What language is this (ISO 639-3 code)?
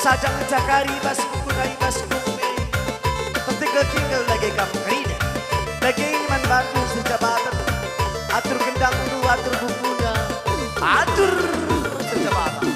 btx